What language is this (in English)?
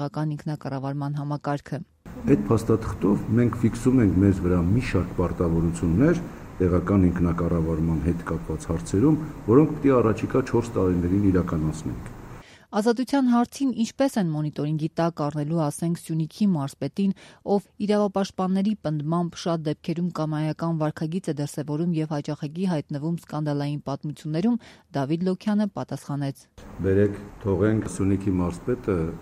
Armenian